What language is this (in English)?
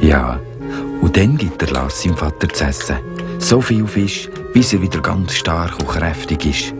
Swiss German